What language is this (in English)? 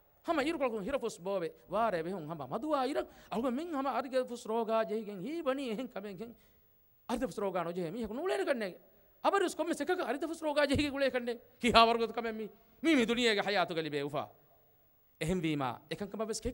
Divehi